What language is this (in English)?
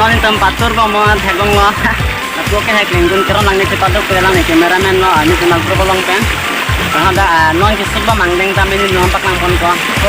Karbi